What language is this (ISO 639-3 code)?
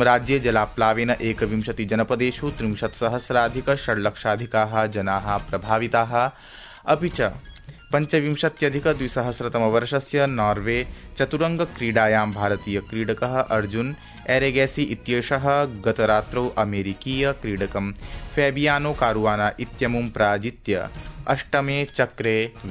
san